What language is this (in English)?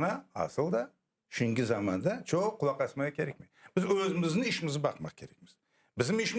Crimean Tatar